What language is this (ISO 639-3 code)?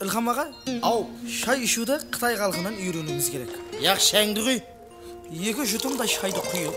kaa